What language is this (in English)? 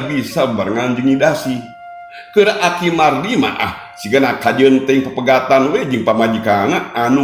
Sundanese